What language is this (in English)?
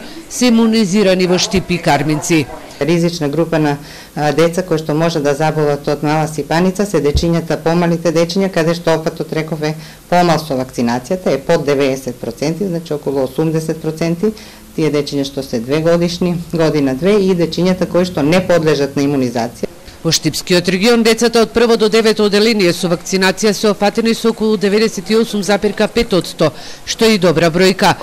Macedonian